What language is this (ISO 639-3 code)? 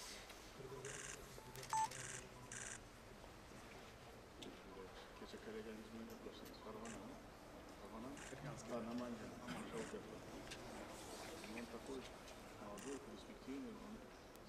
uzb